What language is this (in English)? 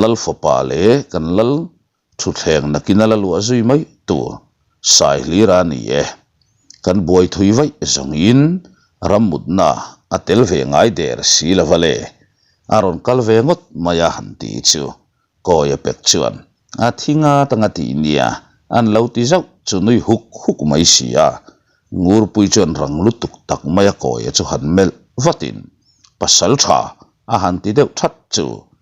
Mizo